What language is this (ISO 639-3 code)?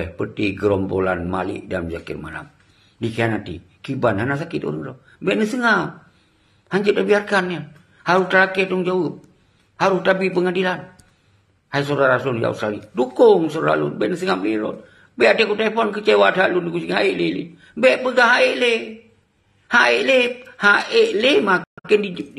ace